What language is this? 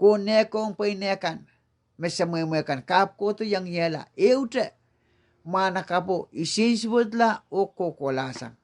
Pohnpeian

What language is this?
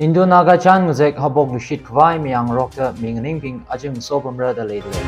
Tangkhul Naga (India)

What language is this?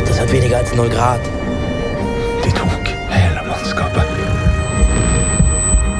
Norwegian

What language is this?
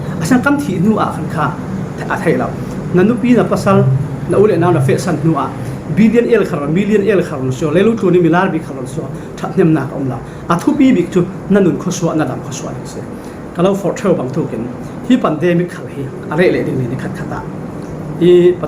Falam Chin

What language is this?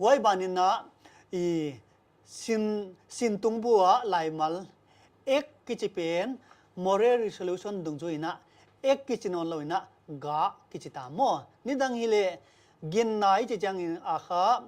Paite Chin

